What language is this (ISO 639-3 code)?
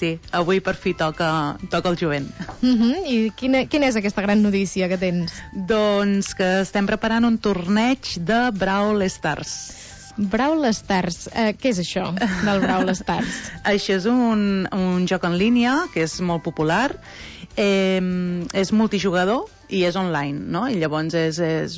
cat